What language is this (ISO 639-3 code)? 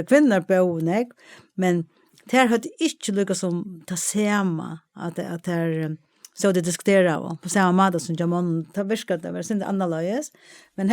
fao